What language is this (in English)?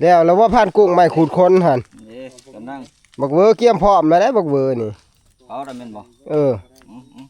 Northeastern Thai